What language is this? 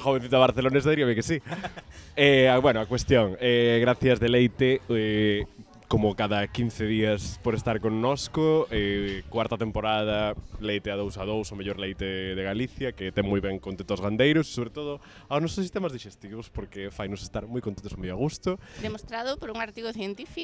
Galician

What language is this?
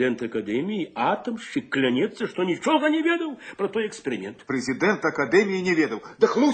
Belarusian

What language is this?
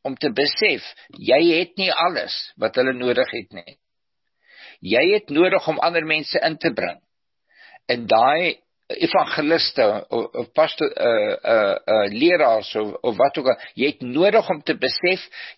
Afrikaans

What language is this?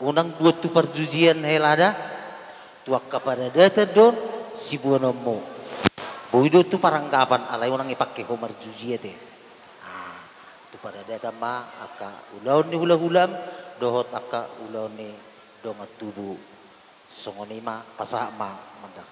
Batak Toba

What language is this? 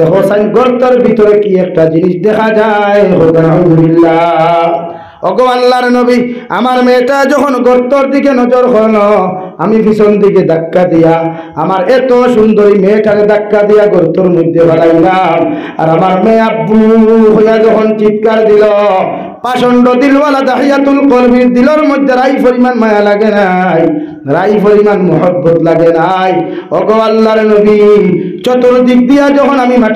Sylheti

